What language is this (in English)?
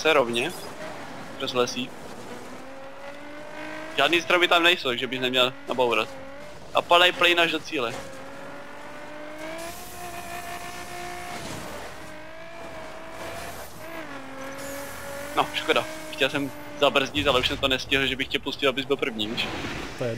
Czech